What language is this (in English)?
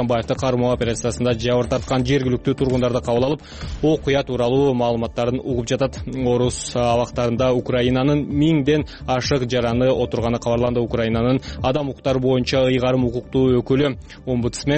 Kyrgyz